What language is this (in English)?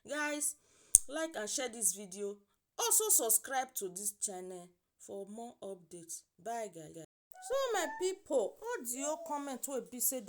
Nigerian Pidgin